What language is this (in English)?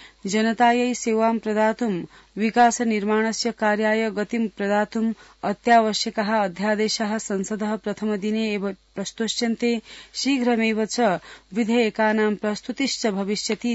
Sanskrit